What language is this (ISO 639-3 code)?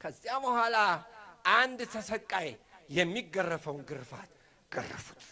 amh